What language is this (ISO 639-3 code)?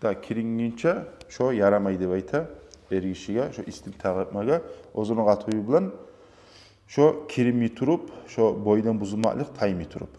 kum